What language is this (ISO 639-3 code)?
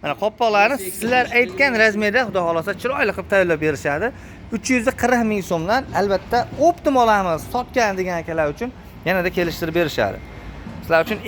uzb